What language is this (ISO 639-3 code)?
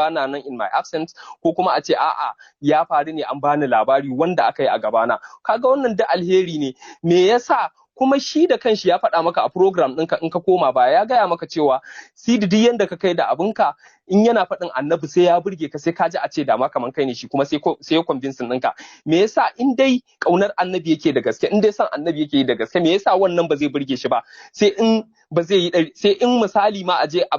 hau